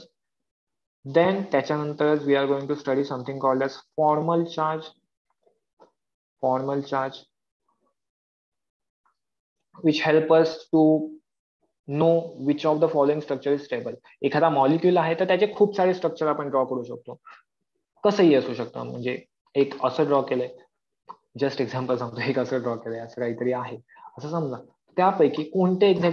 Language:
Marathi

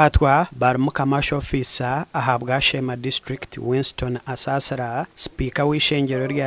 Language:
Nyankole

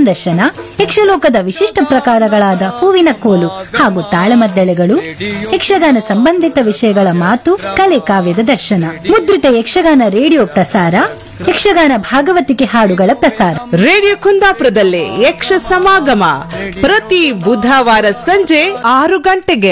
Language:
Kannada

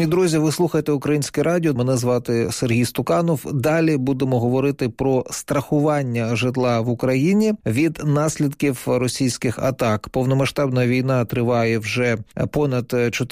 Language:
Ukrainian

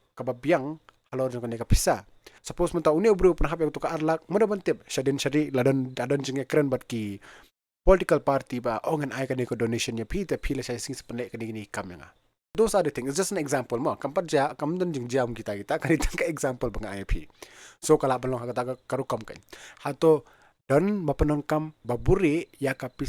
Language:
Khasi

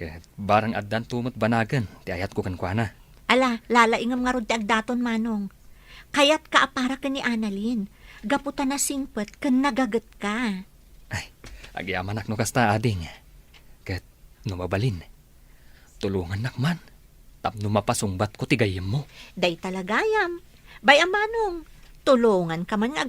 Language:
Iloko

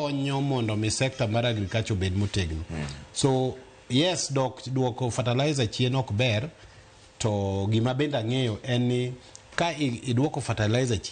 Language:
Luo (Kenya and Tanzania)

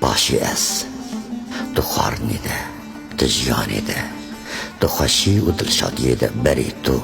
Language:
Kurdish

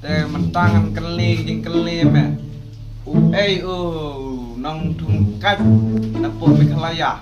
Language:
Khasi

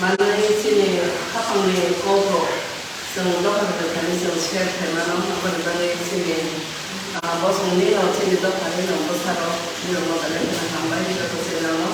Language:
Kok Borok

